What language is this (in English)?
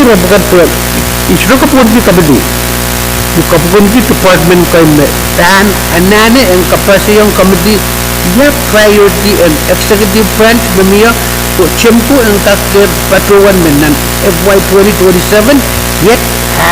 Pohnpeian